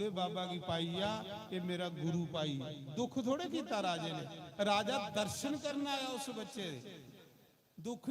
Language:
Dogri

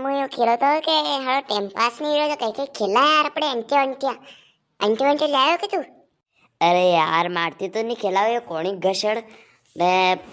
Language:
Rajasthani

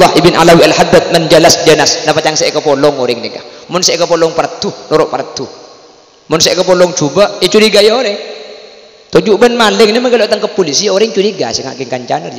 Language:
Madurese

